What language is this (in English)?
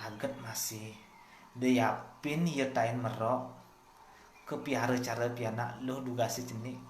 Balinese